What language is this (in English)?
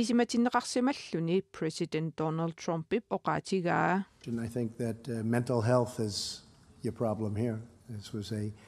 Kalaallisut